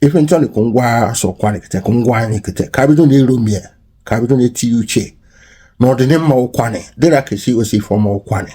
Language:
Igbo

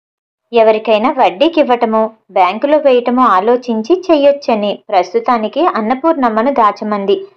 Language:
Telugu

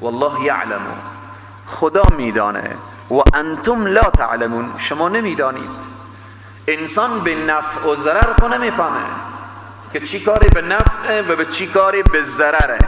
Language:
Persian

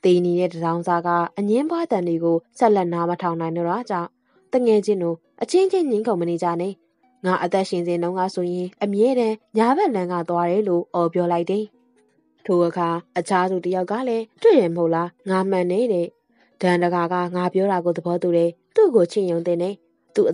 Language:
Burmese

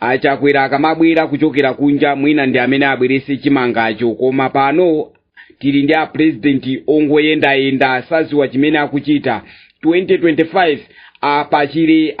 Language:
Nyanja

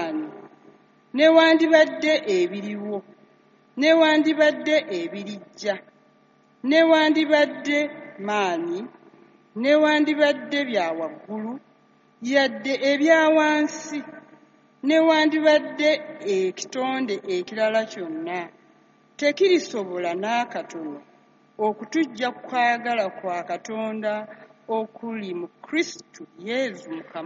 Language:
Ganda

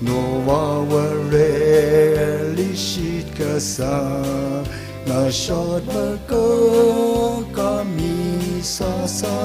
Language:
Tangkhul Naga (India)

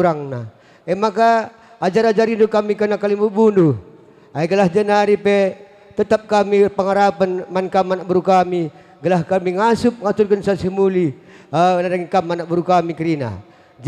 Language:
Batak Karo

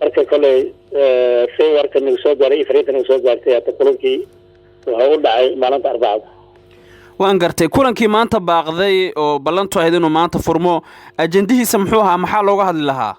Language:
Somali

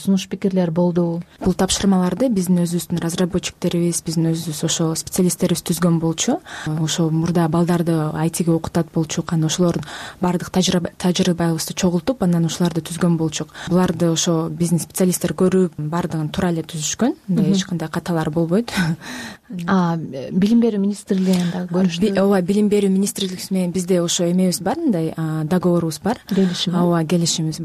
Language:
Kyrgyz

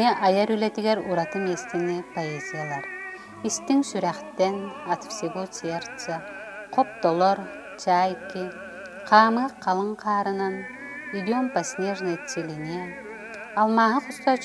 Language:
Yakut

